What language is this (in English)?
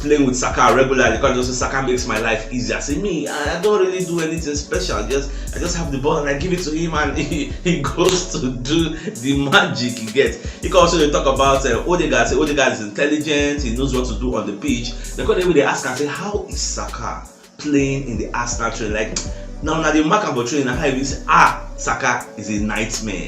Nigerian Pidgin